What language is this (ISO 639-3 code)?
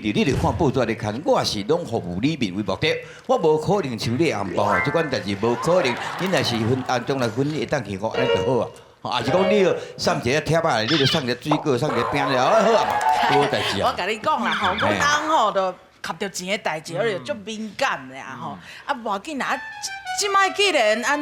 nan